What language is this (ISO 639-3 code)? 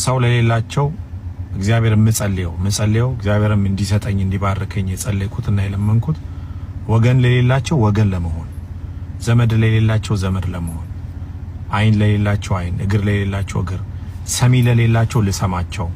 amh